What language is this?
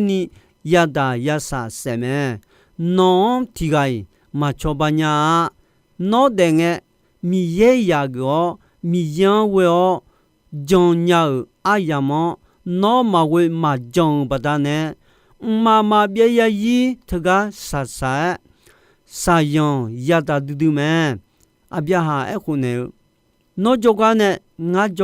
Akha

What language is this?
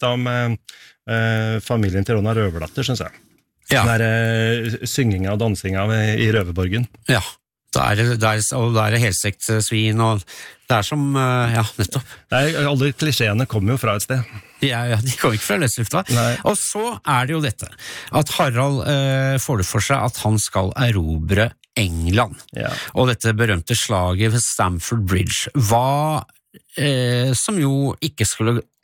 Norwegian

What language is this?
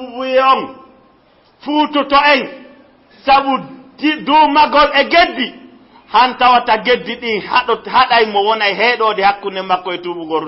Fula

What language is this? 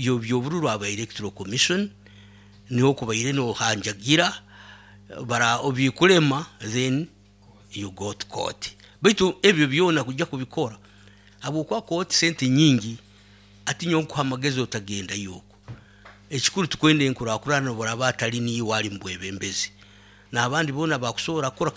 Nyoro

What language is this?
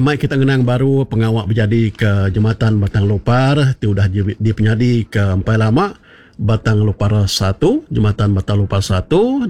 Iban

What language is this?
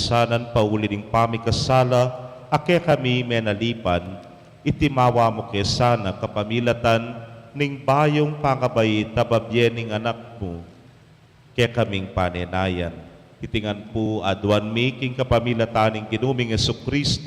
Pampanga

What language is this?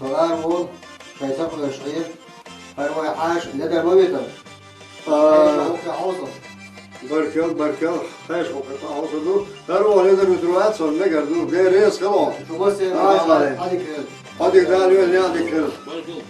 Chechen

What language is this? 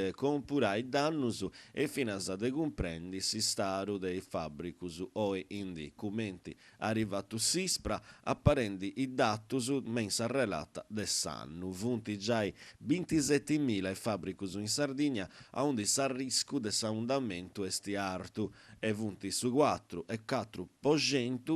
Sardinian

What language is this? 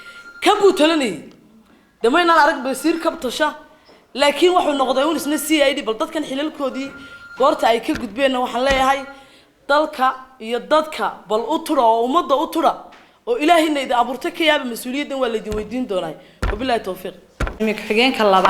Somali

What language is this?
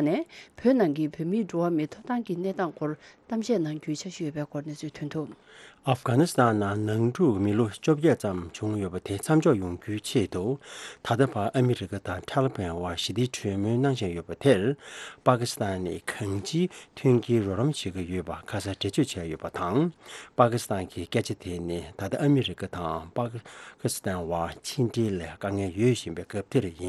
Tibetan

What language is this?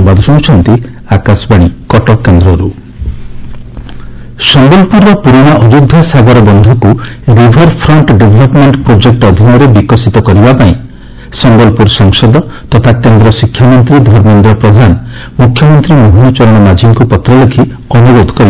Odia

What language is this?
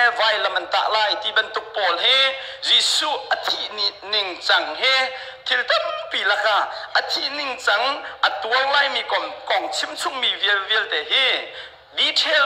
Hakha Chin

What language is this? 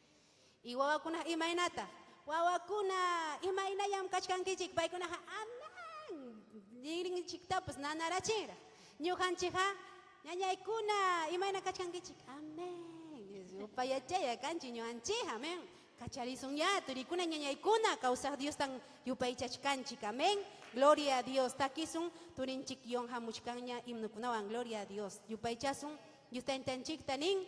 Ayacucho Quechua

